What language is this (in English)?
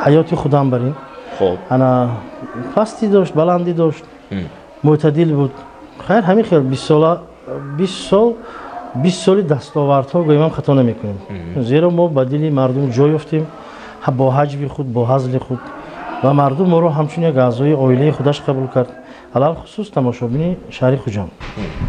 Tajik